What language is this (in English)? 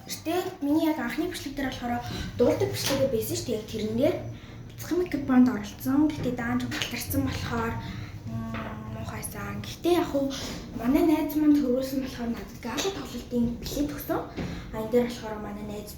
Mongolian